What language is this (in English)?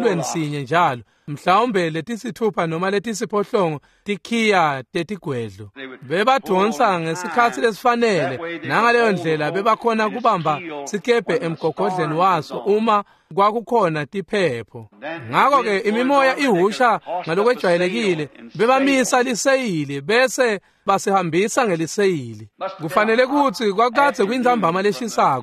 Swati